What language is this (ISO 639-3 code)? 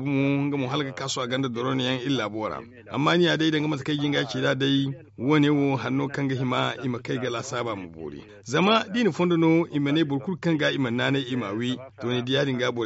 dje